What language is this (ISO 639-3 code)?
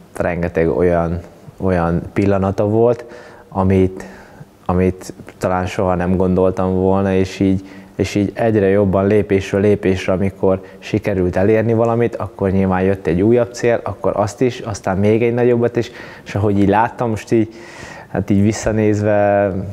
hun